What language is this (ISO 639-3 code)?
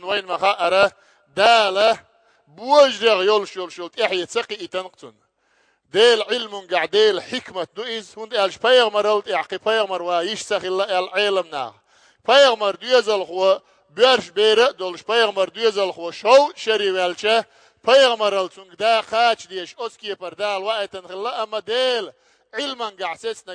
che